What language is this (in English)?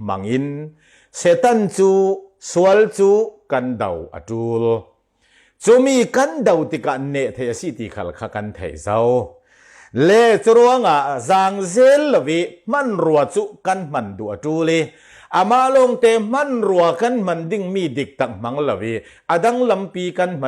Falam Chin